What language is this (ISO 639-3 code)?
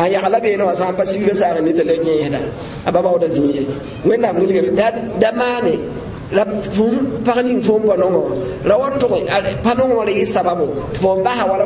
mos